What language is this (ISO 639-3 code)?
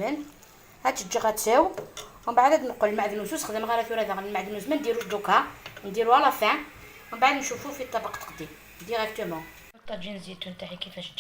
arq